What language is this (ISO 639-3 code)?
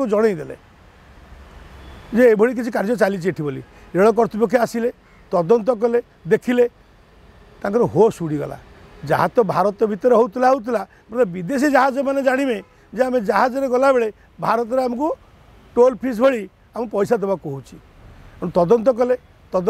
ori